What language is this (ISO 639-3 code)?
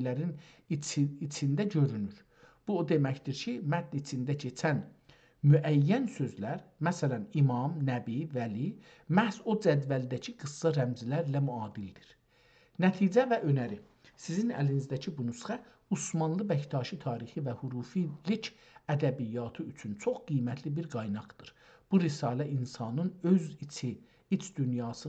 azb